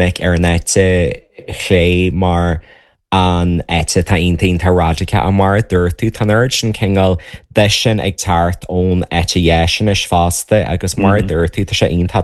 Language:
Irish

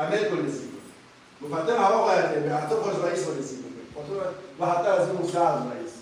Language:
Kurdish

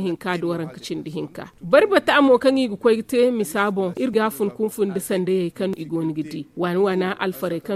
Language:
Zarma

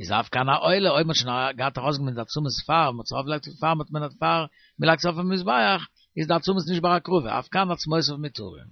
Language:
Yiddish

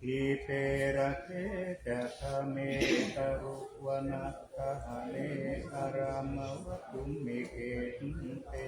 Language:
Pali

